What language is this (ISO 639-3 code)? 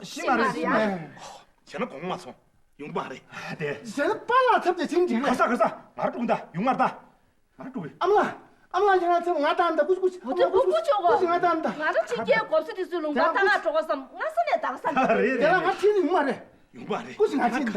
bod